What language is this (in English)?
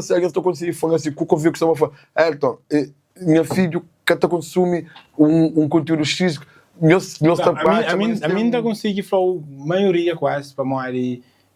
Kabuverdianu